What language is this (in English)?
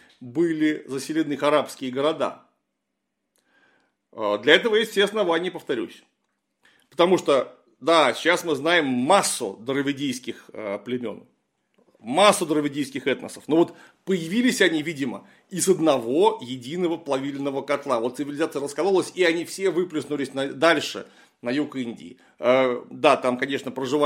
Russian